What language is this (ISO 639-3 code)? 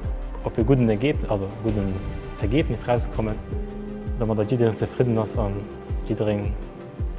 ltz